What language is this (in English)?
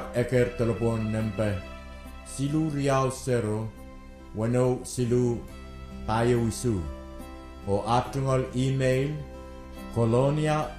Pohnpeian